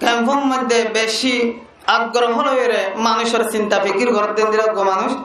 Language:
Rohingya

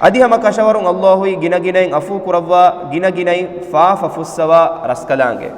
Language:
Divehi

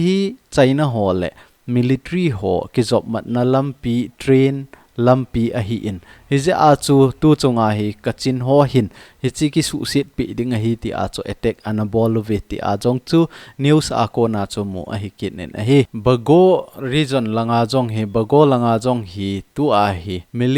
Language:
Thado Chin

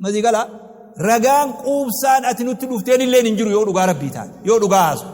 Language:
Oromo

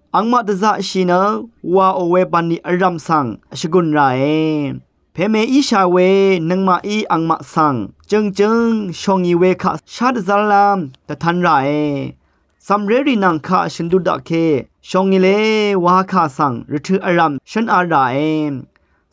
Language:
Rawang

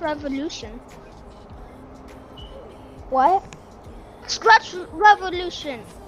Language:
English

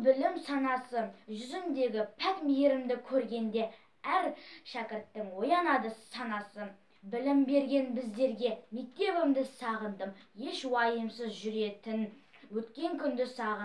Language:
Kazakh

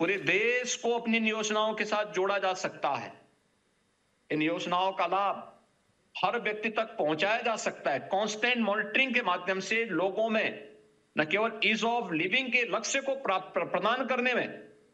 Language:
Hindi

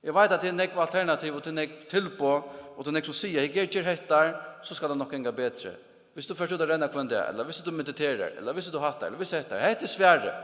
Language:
Faroese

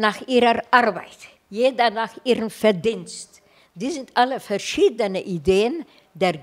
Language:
German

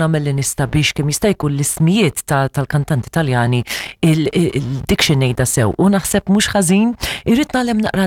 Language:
Maltese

